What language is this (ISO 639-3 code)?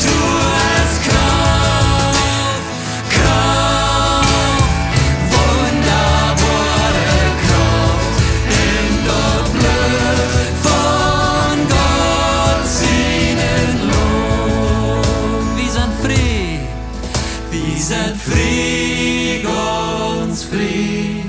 pdt